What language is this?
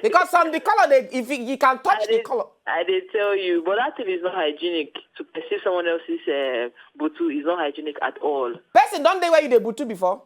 Nigerian Pidgin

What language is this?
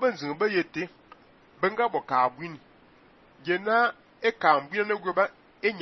Fang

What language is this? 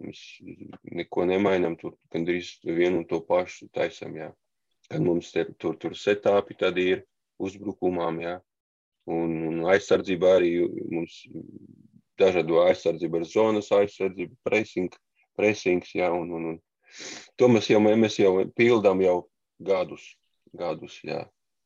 Latvian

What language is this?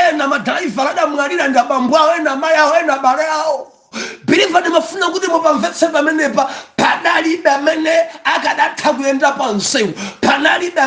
Nyanja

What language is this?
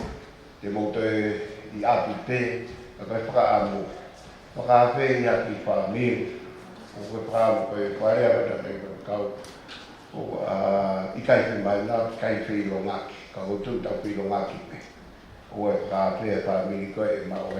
Tongan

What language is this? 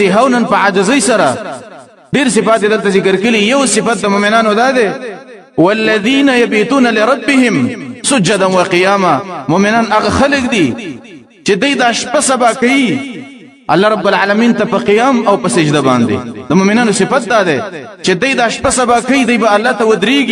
Pashto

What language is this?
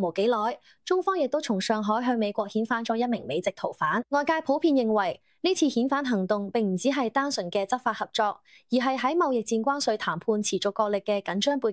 Cantonese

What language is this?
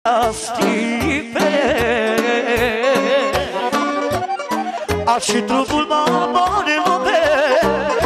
Romanian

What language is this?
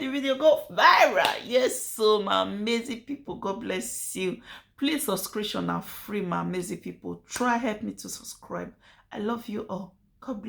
Nigerian Pidgin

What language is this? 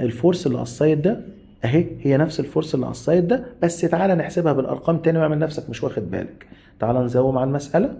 Egyptian Arabic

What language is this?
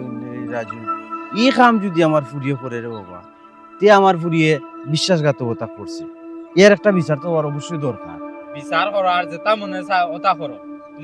Sylheti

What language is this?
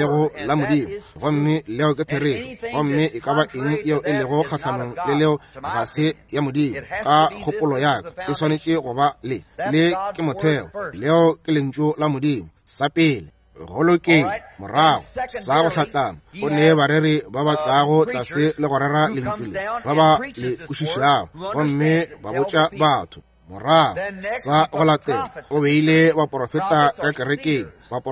Northern Sotho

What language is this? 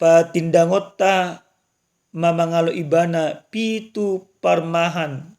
Batak Toba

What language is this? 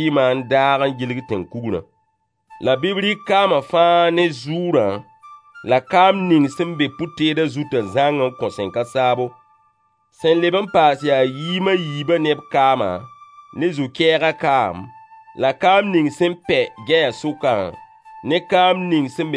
Mossi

